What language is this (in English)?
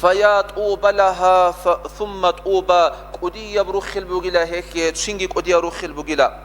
Avaric